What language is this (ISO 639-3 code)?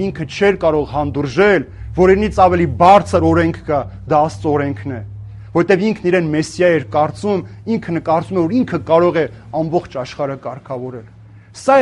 hye